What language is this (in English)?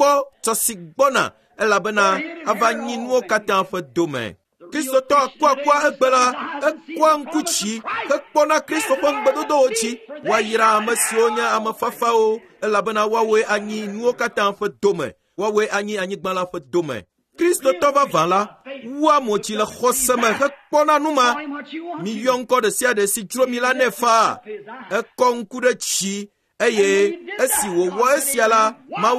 Ewe